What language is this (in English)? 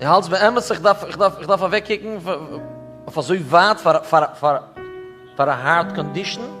Yiddish